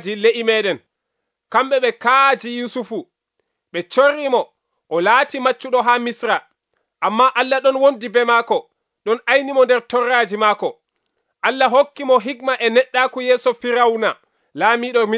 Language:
Nigerian Fulfulde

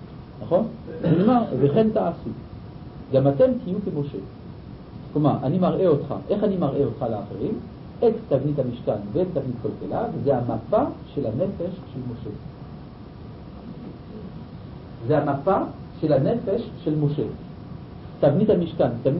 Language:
Hebrew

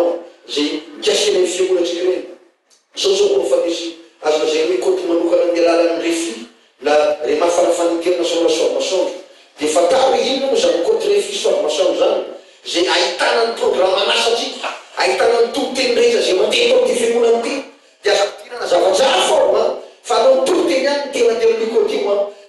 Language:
Malagasy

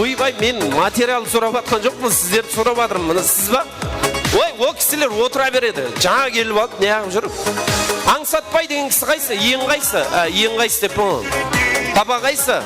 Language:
Kara-Kalpak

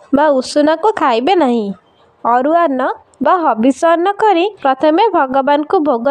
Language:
Odia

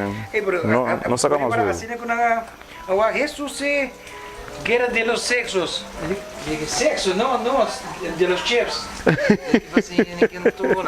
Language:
Papiamento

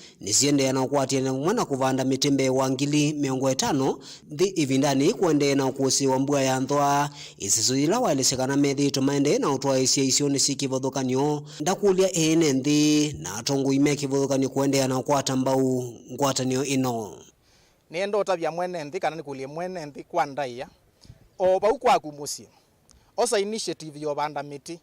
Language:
Kamba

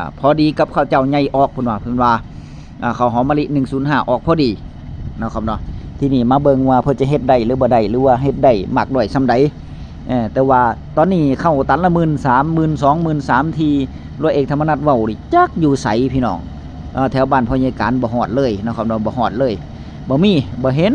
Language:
Northeastern Thai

